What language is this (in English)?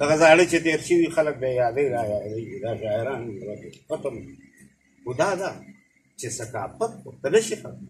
Pashto